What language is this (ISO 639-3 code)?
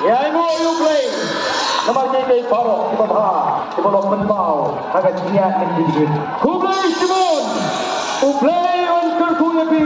kha